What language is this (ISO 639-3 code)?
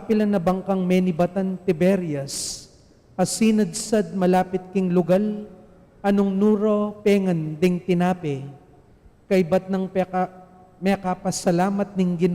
pam